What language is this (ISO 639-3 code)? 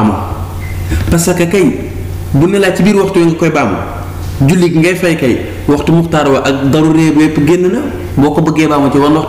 wol